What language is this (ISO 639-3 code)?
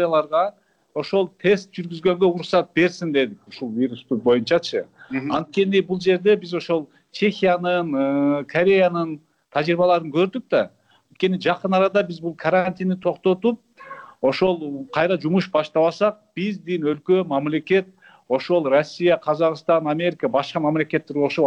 kir